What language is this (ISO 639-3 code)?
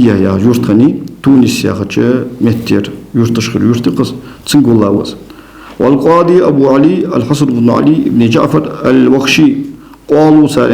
inh